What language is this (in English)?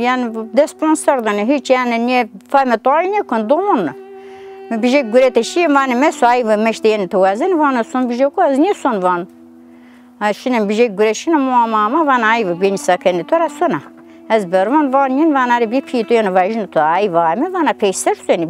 Zaza